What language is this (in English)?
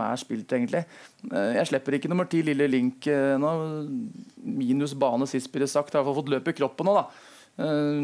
Norwegian